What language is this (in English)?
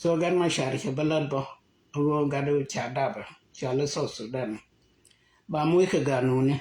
Nuer